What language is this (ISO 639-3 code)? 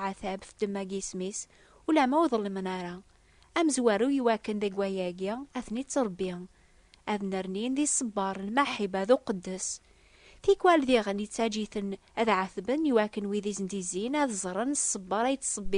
kab